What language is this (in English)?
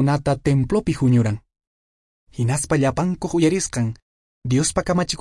Quechua